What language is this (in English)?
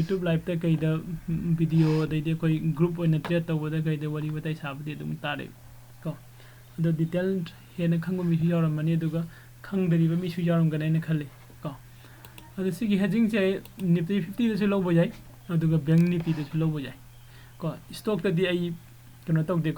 Manipuri